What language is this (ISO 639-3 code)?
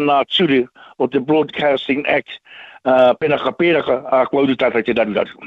mri